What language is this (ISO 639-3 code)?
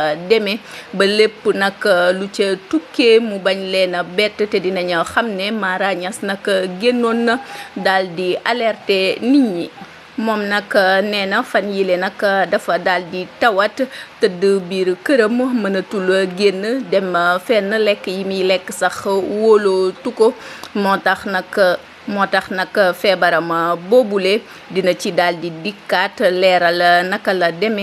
wol